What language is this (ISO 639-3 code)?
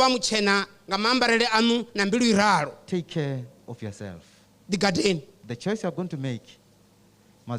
ven